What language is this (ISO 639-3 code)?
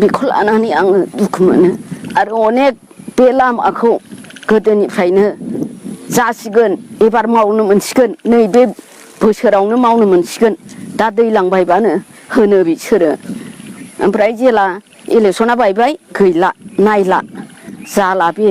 brx